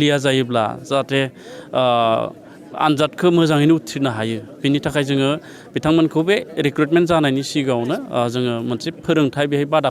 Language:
Bodo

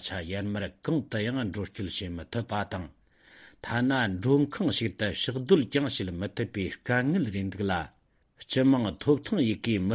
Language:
Tibetan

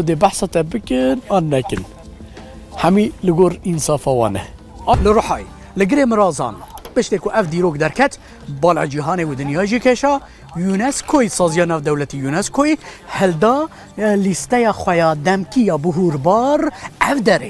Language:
Kurdish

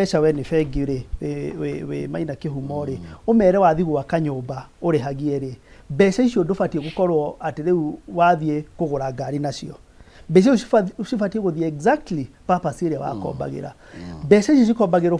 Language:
Kikuyu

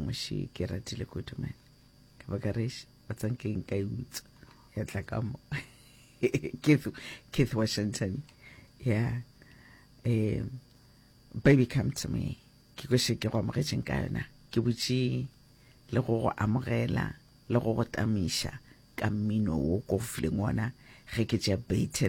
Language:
Northern Sotho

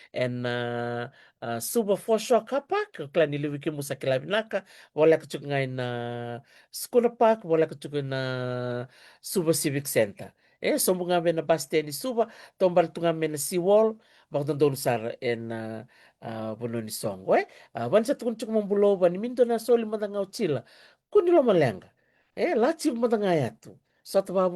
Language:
Fijian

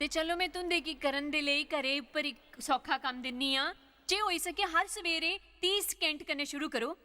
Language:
Dogri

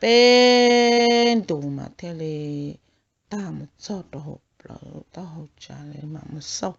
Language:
Hmong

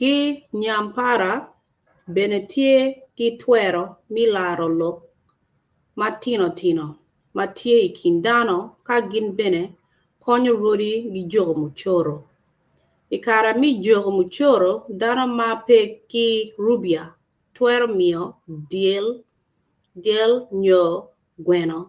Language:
Acoli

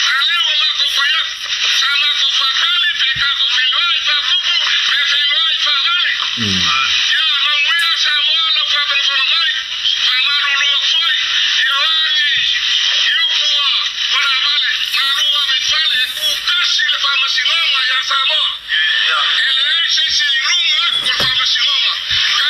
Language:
Samoan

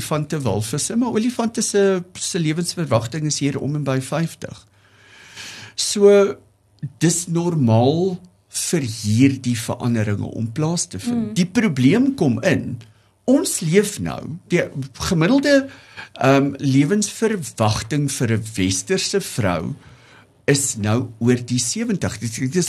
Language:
Afrikaans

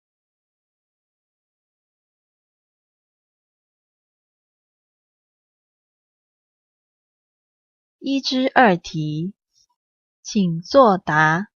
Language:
Taroko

